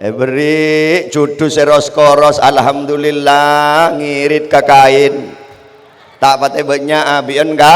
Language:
Madurese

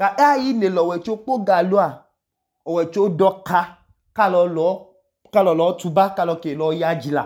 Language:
Idoma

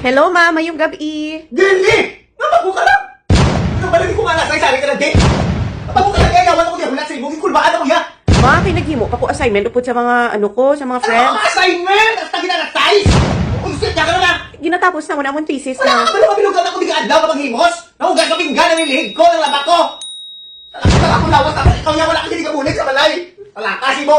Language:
Hiligaynon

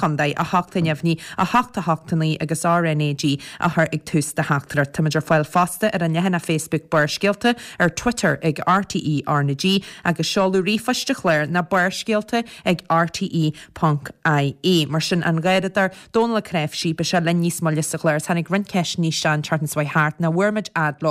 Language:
Irish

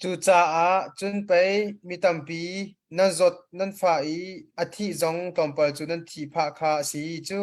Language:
Hakha Chin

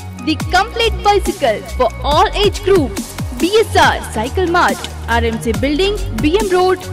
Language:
Kannada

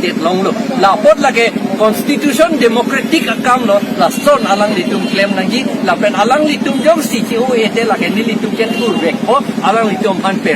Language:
Karbi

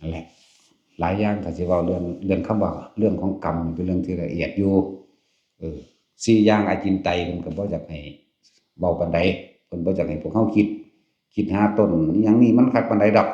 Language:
Northeastern Thai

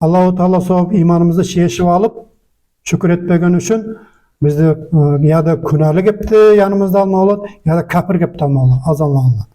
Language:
Nogai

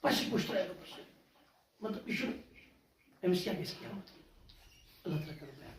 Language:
Kashmiri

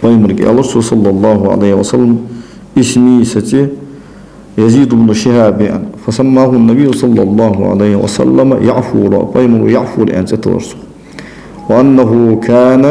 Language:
Ingush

